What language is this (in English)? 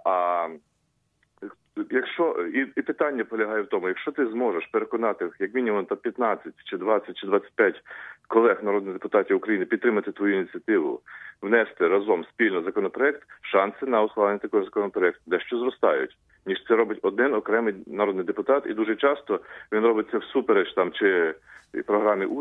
Ukrainian